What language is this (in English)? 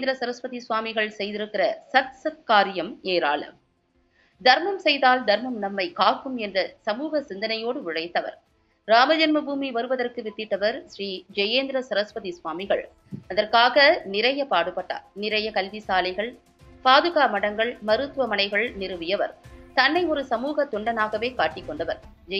Tamil